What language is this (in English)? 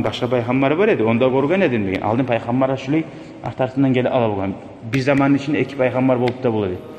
Kumyk